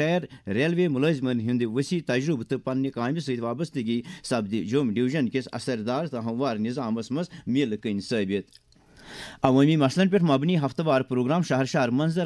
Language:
Kashmiri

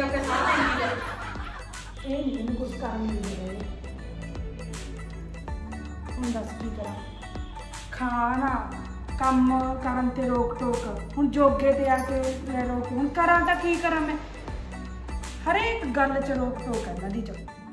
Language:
Punjabi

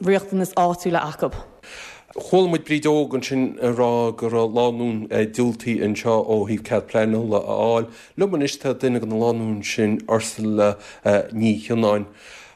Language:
Irish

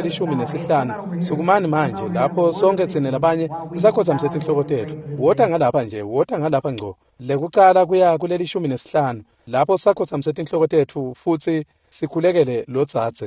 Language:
Swati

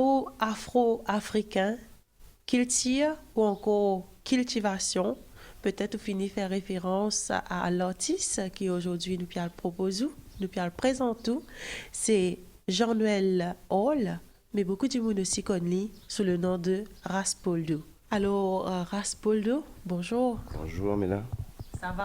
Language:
Morisyen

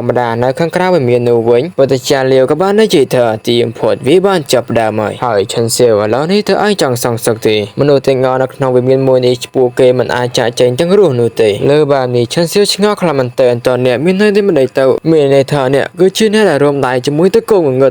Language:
Khmer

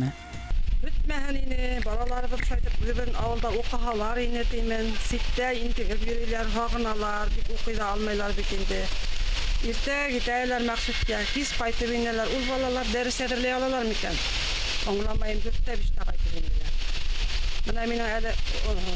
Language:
Bashkir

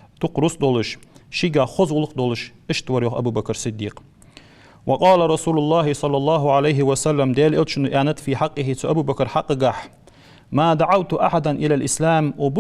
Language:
Ingush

